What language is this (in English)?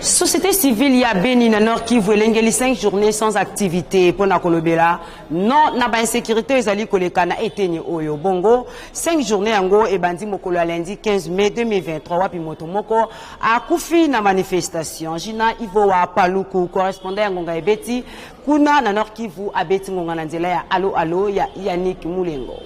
Lingala